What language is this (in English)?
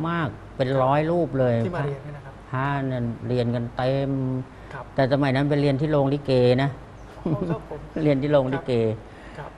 Thai